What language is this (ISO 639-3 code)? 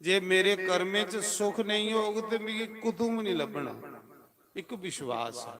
doi